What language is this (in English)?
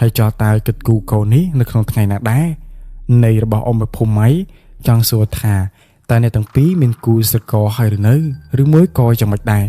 Khmer